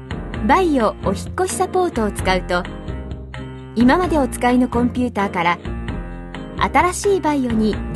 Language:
Japanese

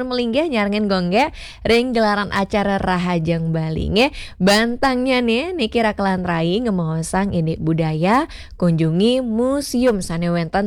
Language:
Balinese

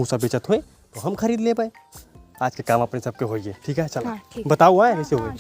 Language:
Awadhi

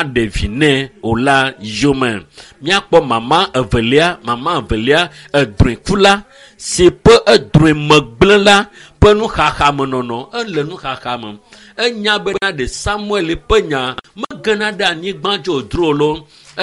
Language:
Ewe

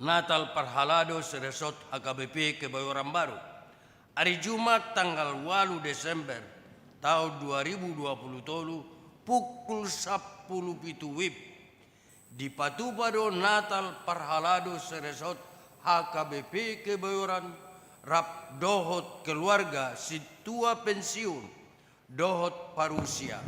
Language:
Batak Toba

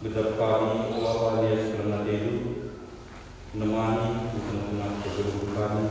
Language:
Batak Karo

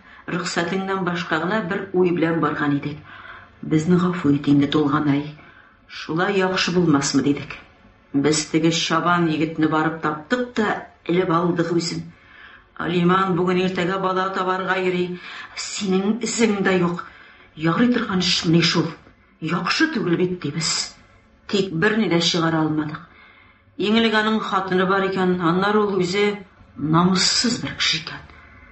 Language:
Tatar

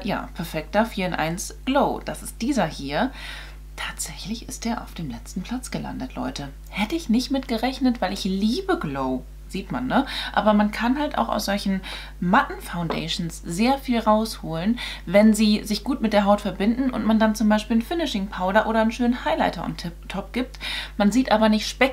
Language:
German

